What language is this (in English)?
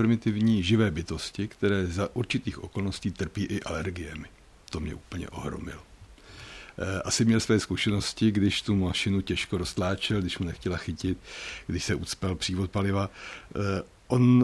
Czech